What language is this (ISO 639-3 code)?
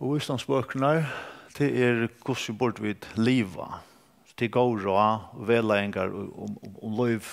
fao